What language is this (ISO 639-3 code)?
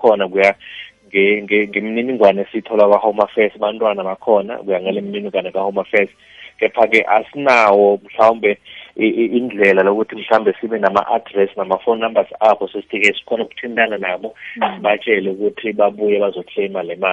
nbl